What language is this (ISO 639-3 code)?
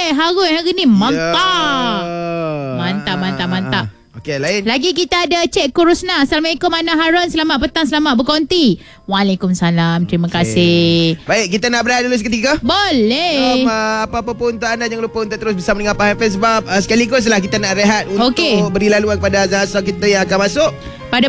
msa